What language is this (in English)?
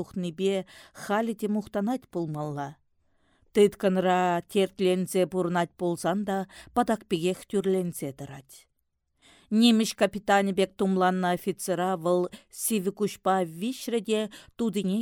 Chuvash